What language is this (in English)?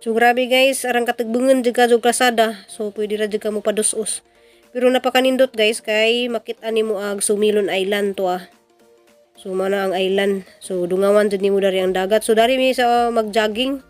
Cebuano